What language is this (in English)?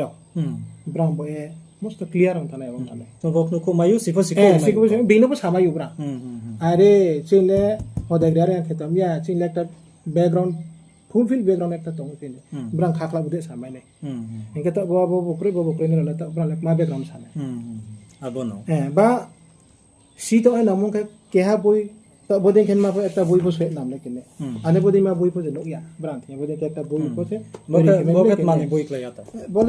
Riang (India)